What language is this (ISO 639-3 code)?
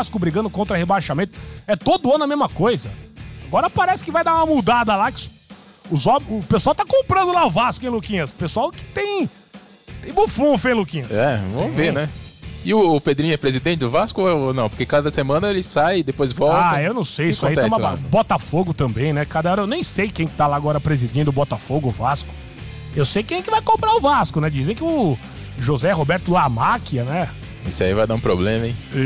por